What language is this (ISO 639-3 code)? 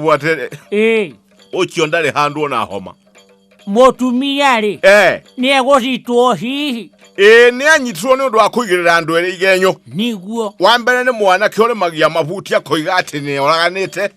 kik